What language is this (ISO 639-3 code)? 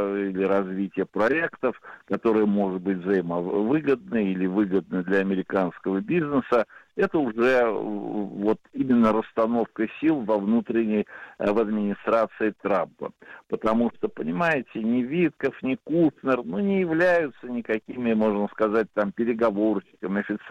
rus